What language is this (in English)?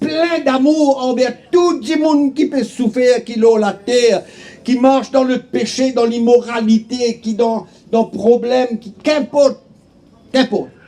Morisyen